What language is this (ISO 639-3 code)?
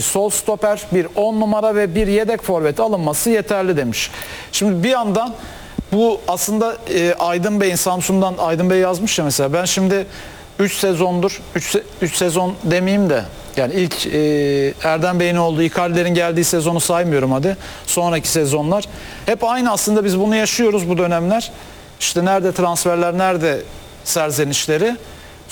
tur